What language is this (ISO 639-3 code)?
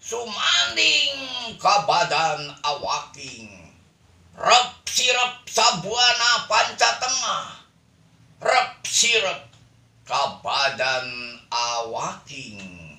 sun